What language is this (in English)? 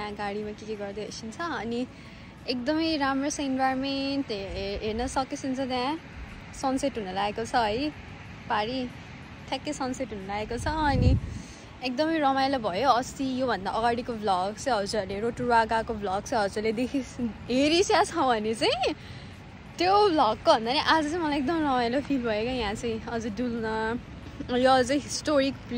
Nepali